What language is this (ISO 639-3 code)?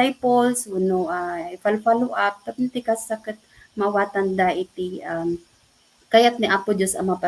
ilo